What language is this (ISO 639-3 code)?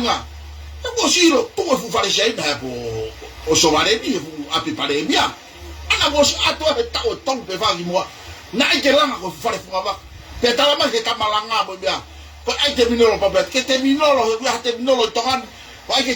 ton